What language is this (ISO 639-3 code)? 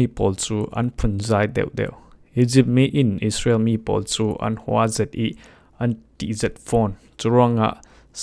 cfm